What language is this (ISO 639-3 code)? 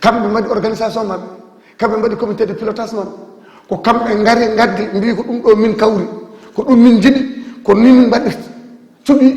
ful